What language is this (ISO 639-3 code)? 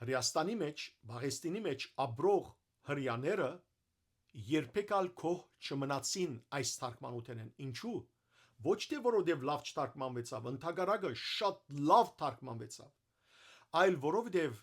hyw